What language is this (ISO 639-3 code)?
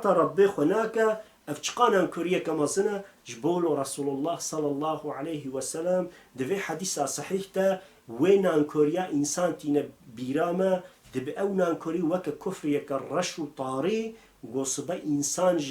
kur